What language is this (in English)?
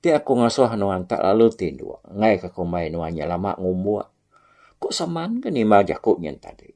Iban